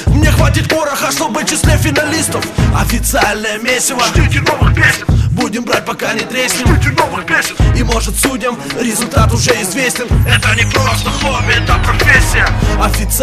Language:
Russian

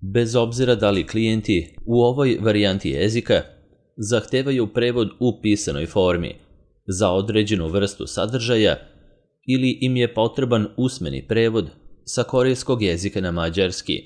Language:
Serbian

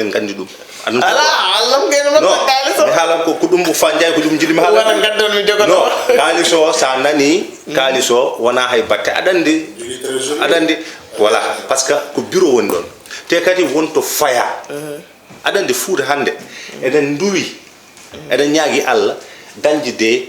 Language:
Fula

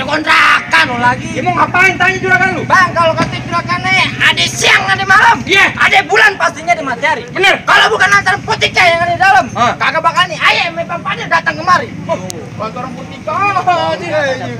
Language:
Betawi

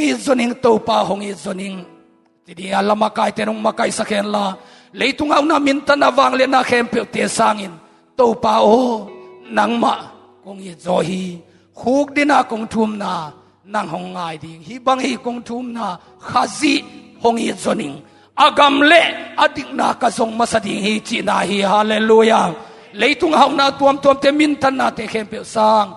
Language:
Tedim Chin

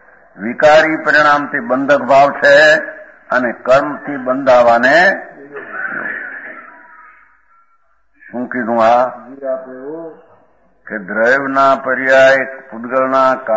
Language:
Gujarati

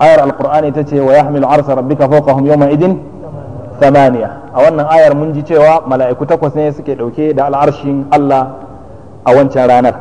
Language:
Hausa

